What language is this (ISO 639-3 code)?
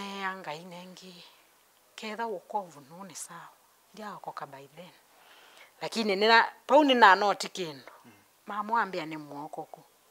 kam